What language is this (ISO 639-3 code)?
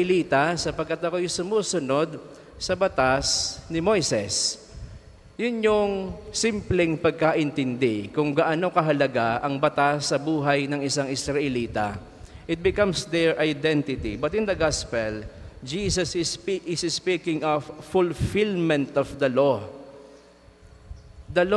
fil